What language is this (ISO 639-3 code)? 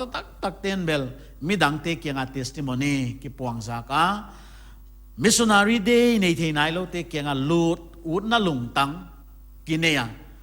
pck